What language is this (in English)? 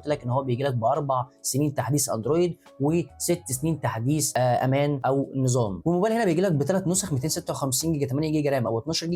Egyptian Arabic